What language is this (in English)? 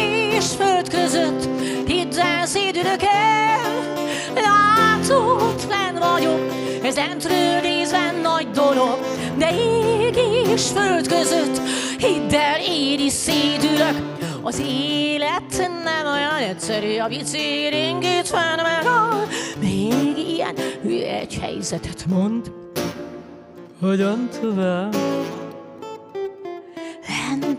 Hungarian